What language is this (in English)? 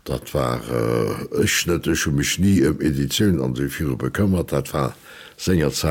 Luxembourgish